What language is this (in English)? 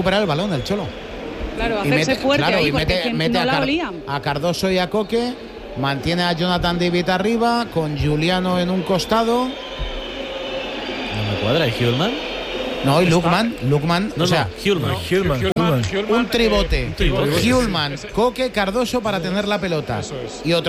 Spanish